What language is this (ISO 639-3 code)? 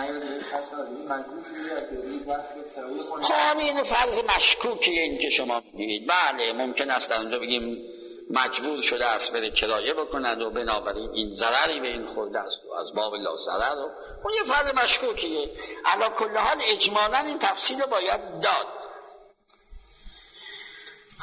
fas